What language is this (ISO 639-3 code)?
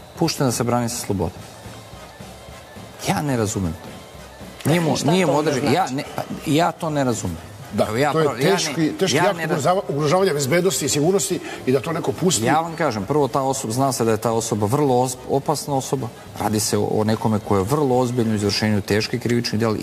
srp